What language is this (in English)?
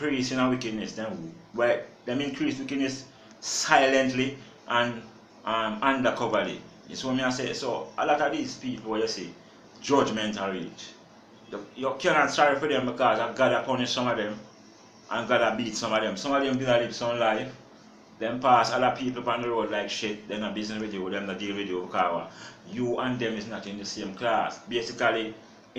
Jamaican Creole English